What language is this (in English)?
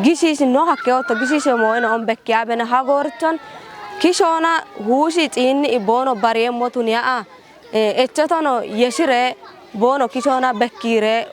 Kafa